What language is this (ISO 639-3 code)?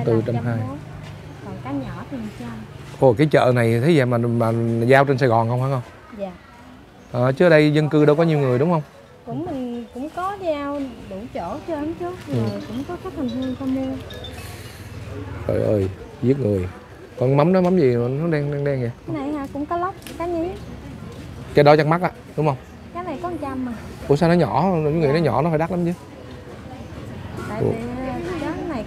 vie